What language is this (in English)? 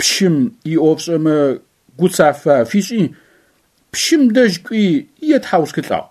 Adyghe